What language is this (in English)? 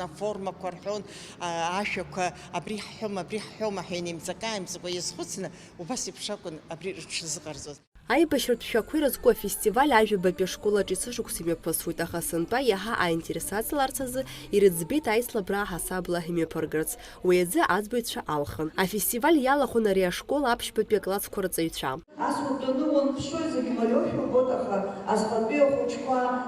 Abkhazian